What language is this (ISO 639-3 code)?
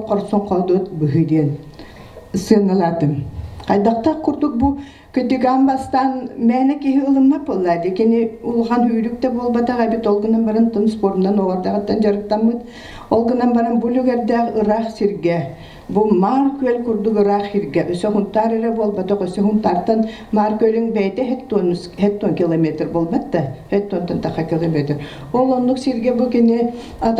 sah